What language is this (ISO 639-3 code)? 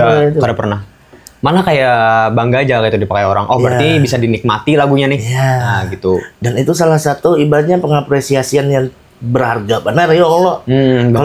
bjn